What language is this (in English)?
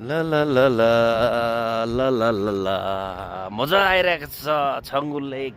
Nepali